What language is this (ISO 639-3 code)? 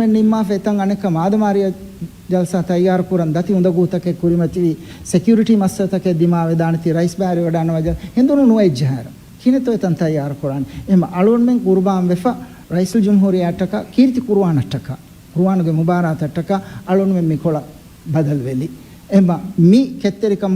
div